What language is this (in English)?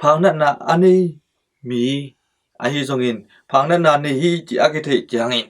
Tedim Chin